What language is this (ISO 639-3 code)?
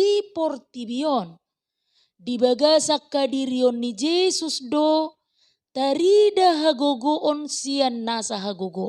bbc